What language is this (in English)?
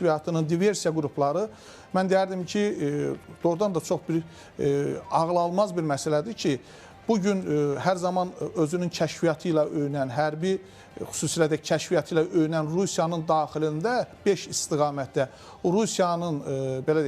Azerbaijani